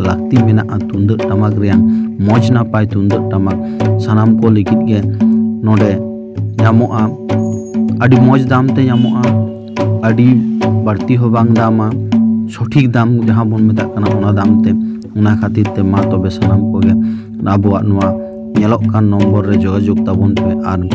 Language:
Santali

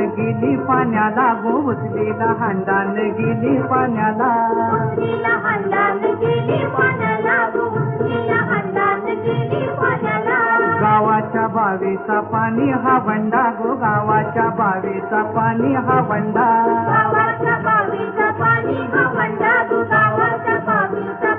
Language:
Marathi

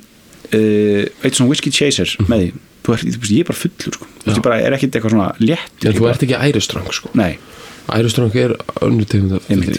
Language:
Icelandic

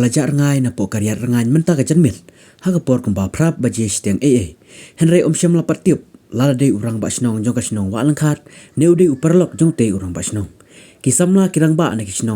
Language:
Khasi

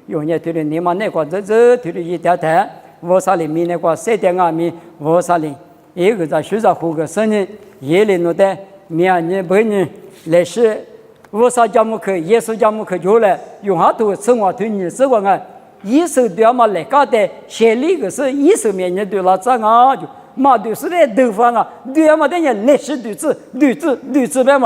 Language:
Lisu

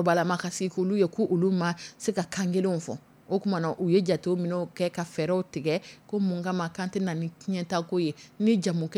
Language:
Dyula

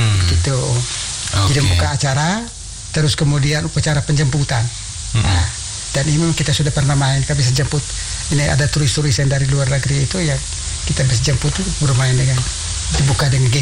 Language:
Indonesian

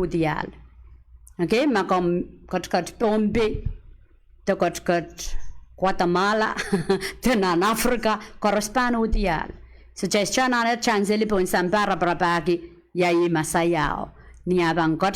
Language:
Pohnpeian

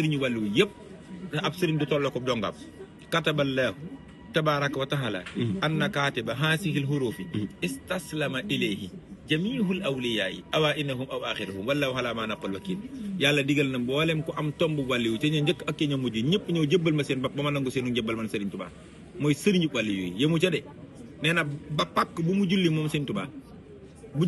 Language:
Wolof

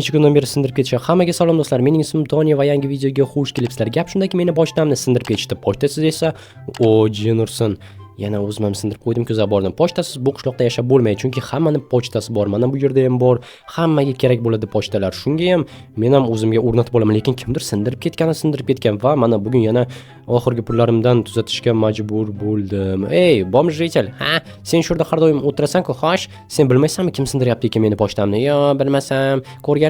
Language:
Uzbek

